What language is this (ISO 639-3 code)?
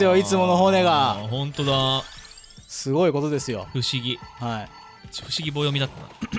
jpn